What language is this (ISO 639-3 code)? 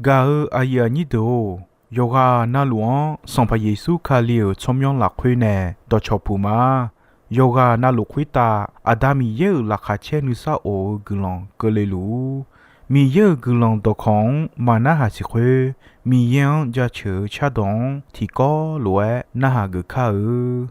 ahk